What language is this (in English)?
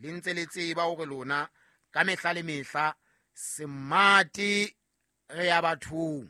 Southern Sotho